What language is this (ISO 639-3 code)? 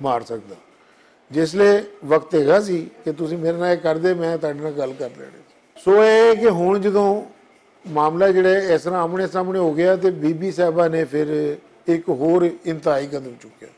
lah